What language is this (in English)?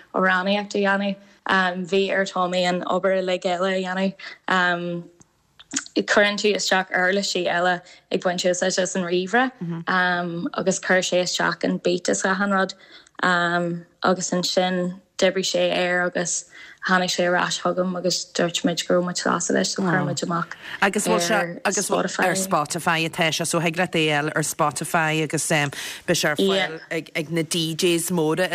Irish